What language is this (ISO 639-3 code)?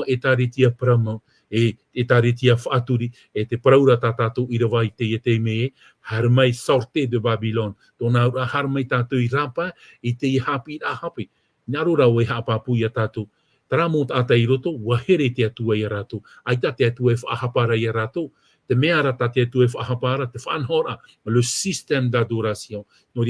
tah